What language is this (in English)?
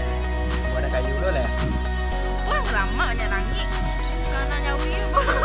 Minangkabau